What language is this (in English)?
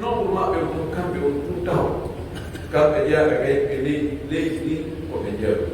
Pular